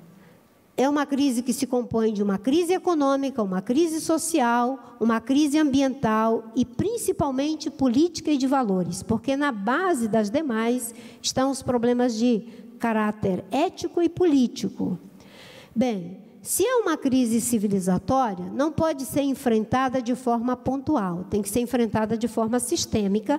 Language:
Portuguese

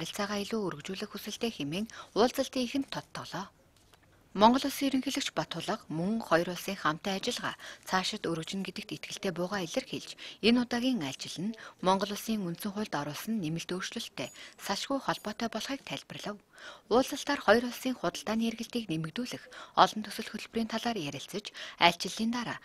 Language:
Mongolian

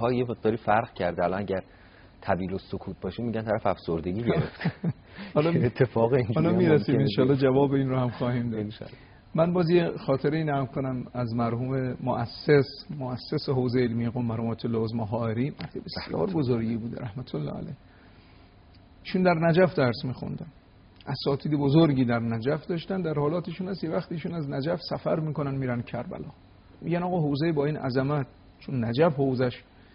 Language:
Persian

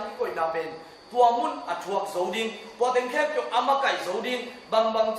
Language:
Tedim Chin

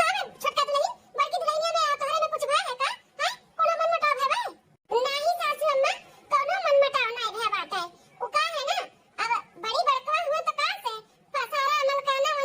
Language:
Awadhi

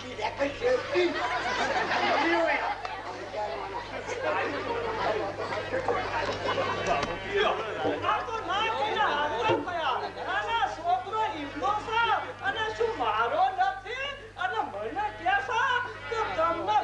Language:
Gujarati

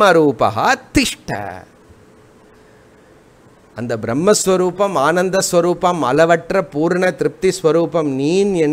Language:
Tamil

